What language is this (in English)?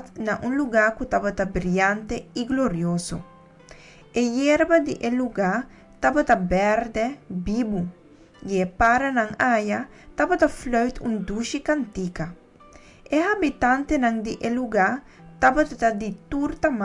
Papiamento